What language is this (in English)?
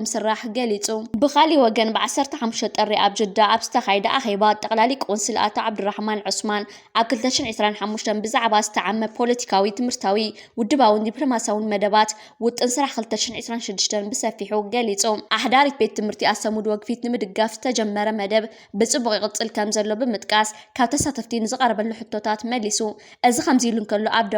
Tigrinya